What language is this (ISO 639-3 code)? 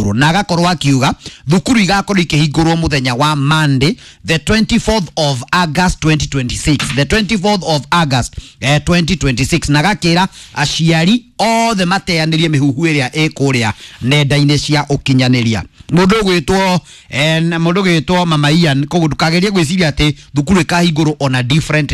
kik